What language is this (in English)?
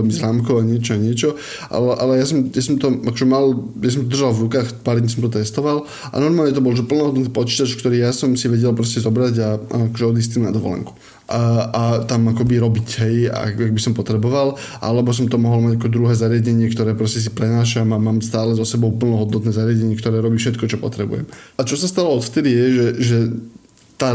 Slovak